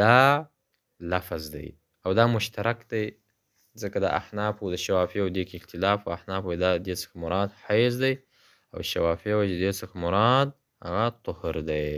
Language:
Pashto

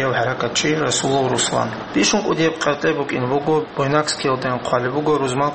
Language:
Avaric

